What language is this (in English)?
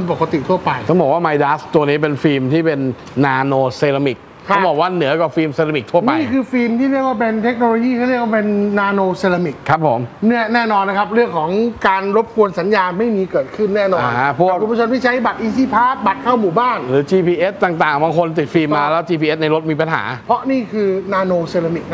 Thai